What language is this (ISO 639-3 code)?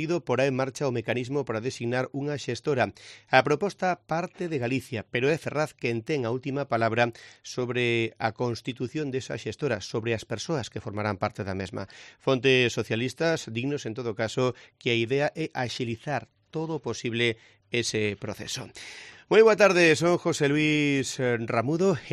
glg